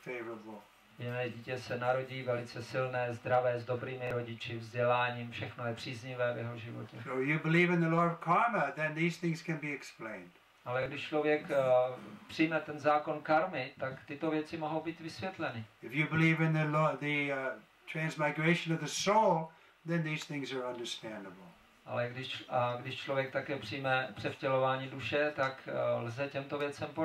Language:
Czech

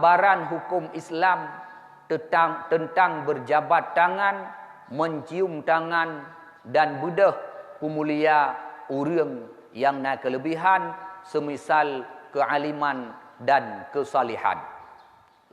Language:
Achinese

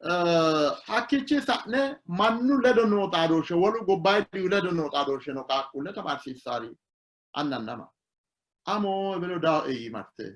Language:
Sidamo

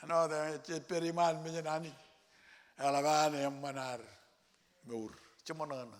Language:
Marshallese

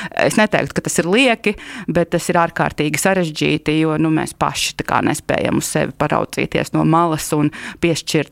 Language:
Latvian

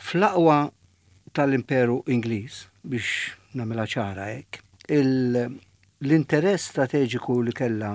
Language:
Maltese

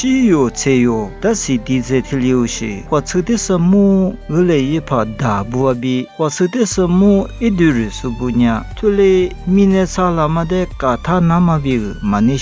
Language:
Lisu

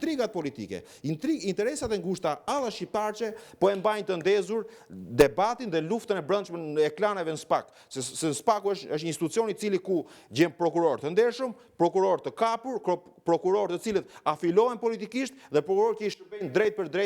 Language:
Albanian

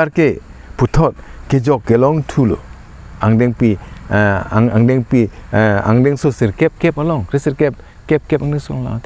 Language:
Karbi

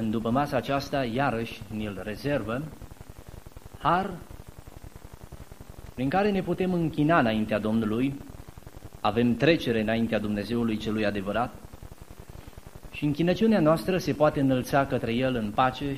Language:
Romanian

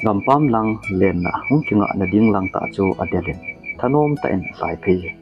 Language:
Thado Chin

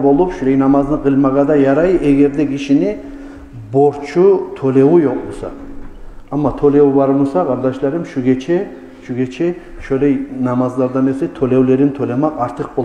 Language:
Kumyk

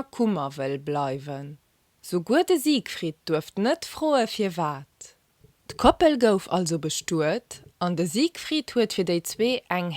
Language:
Luxembourgish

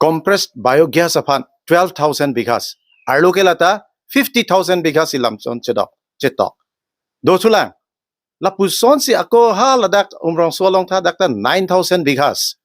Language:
Karbi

